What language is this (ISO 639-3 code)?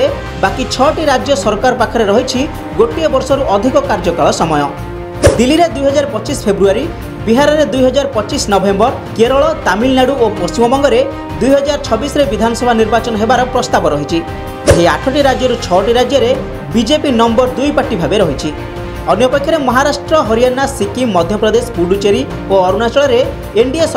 ori